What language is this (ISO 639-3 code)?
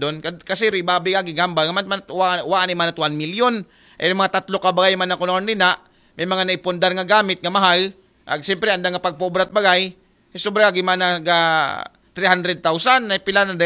akl